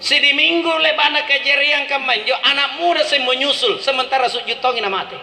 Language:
Makasar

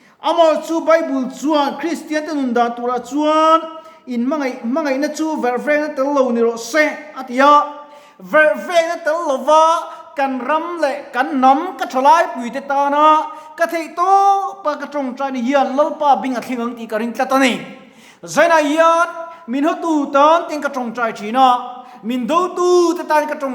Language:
Mizo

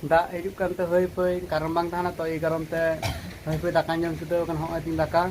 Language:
Santali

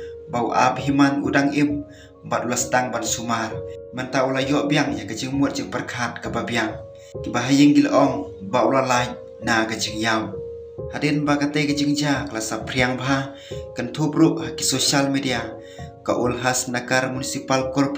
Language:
Khasi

